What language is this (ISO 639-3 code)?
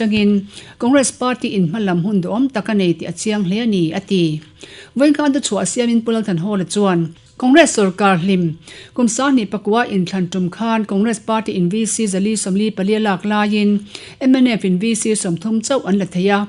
lus